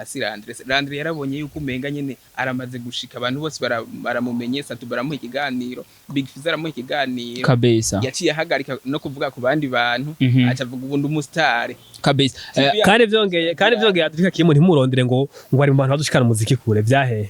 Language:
Rundi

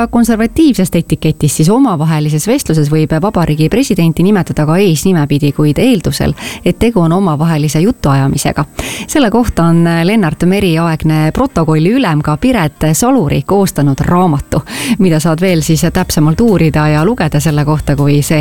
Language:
Estonian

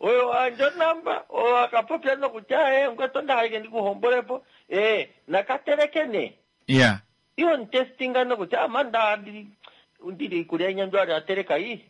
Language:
Kuanyama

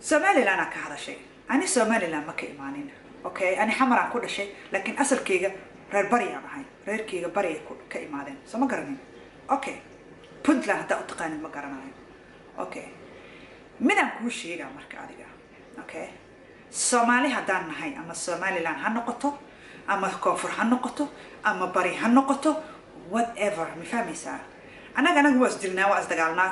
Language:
Somali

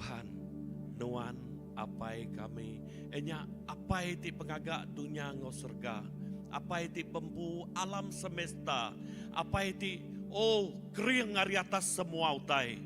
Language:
Iban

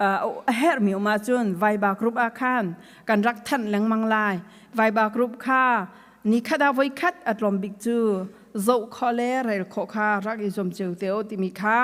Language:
Hakha Chin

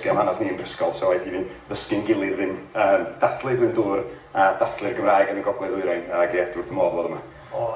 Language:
Welsh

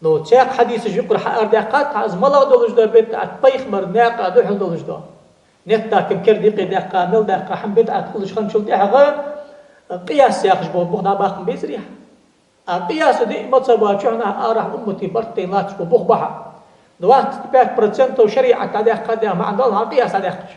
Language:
Ingush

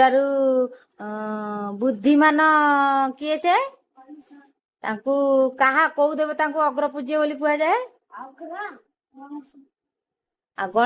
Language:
Odia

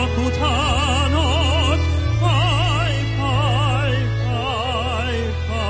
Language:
Hungarian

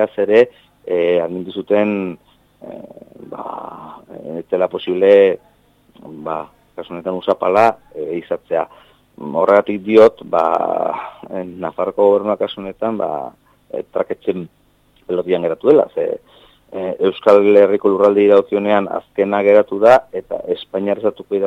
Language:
Basque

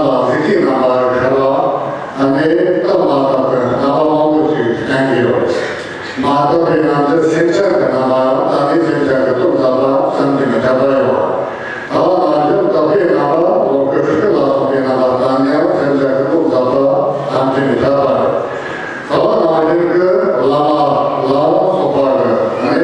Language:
Tibetan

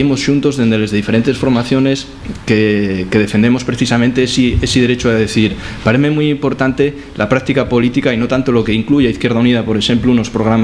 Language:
Asturian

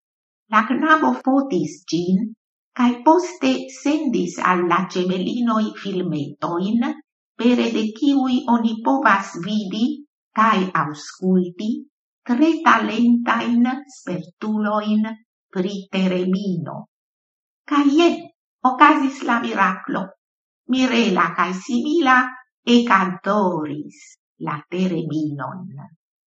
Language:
Esperanto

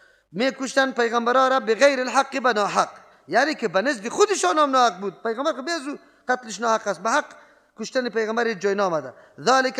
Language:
Persian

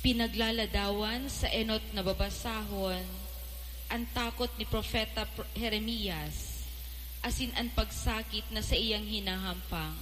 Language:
Bikol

